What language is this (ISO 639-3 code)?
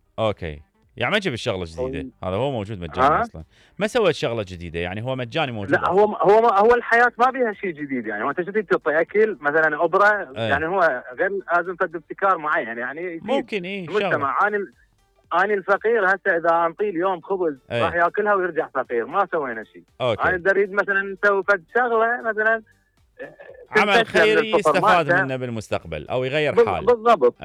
acm